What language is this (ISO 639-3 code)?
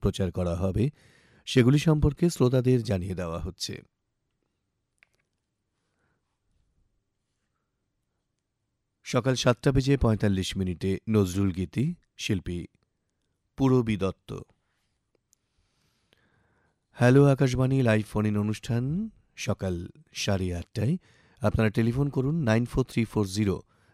ben